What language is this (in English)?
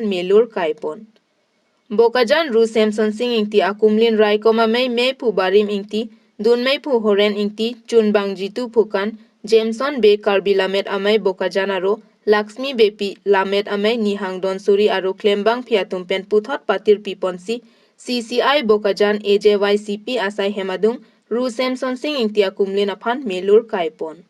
Karbi